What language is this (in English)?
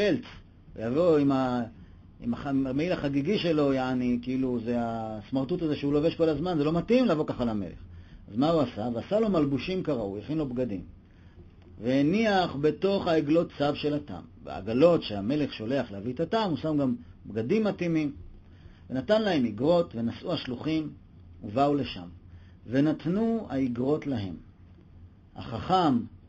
Hebrew